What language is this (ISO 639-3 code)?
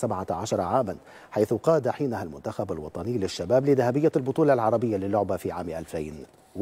ara